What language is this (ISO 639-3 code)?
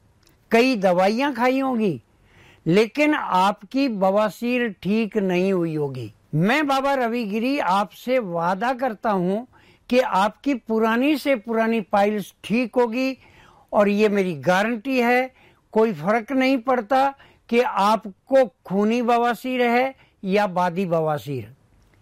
hin